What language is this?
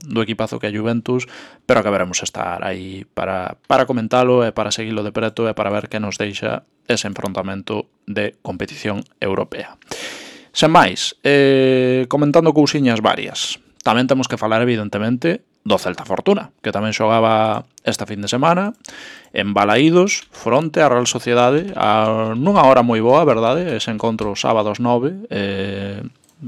Galician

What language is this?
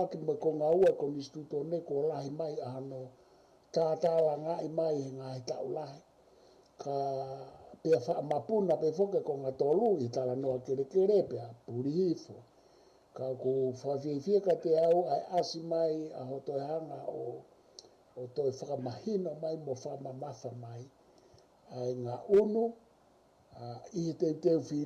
Tongan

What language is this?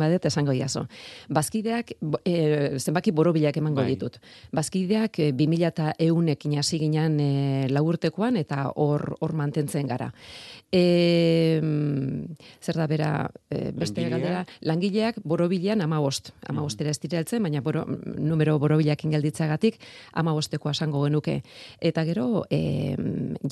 Basque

